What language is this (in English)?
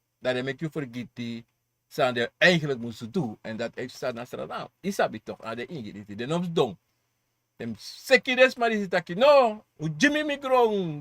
Sranan Tongo